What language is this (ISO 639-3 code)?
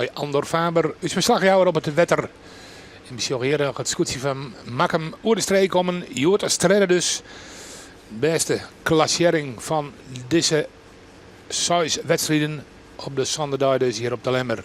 fry